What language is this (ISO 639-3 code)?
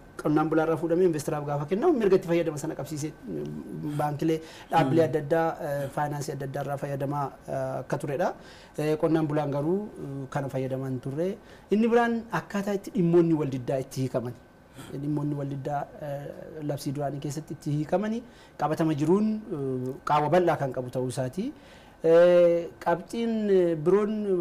orm